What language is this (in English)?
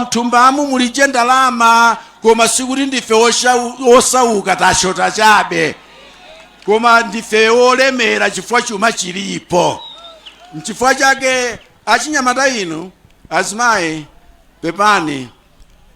Nyanja